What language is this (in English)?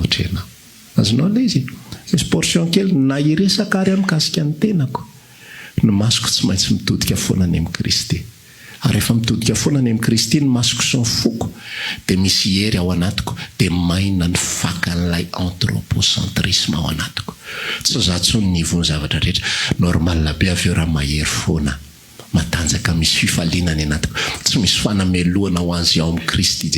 Malagasy